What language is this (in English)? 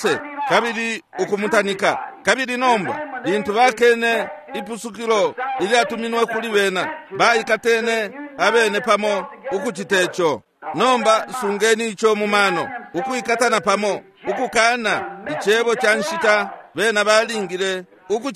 Bemba